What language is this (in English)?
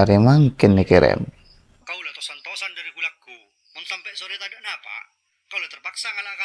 Madurese